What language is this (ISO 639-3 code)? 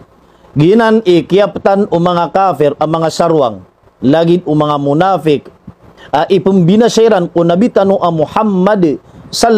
mrw